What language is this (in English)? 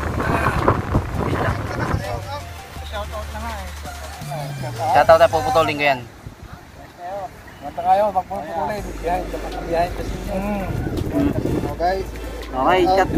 Filipino